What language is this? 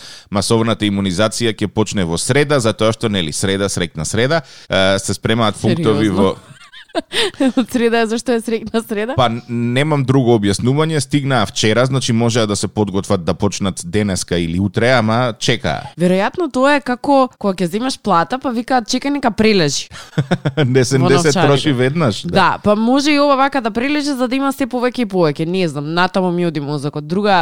Macedonian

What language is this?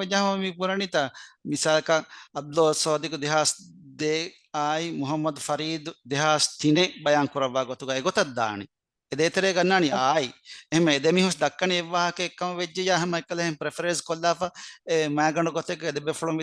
Divehi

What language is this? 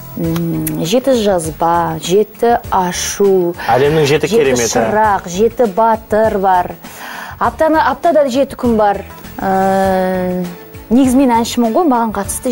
Kazakh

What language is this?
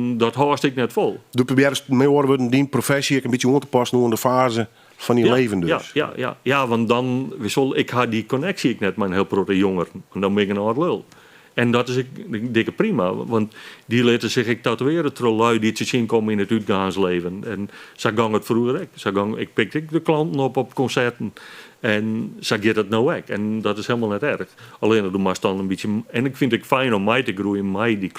Western Frisian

